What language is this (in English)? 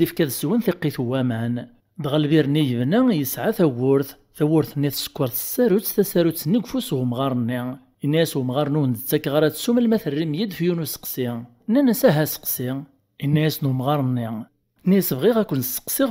Kabyle